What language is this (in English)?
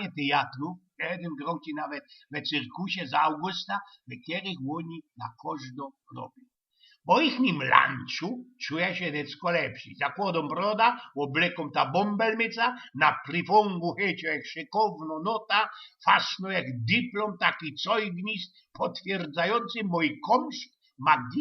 Silesian